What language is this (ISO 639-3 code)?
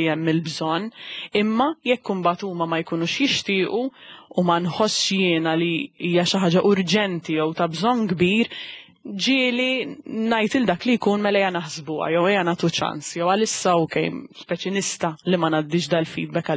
mlt